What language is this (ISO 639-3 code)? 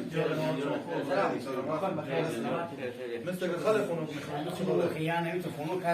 fas